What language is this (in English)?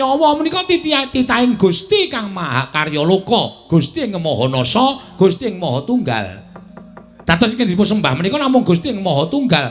Javanese